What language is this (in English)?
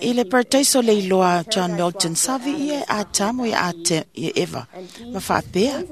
Samoan